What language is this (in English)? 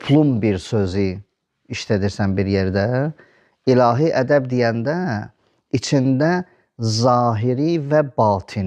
Azerbaijani